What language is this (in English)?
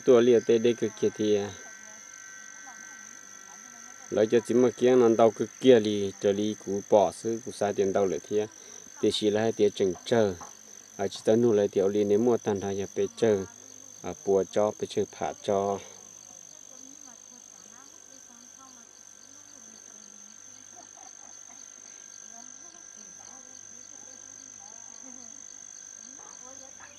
Vietnamese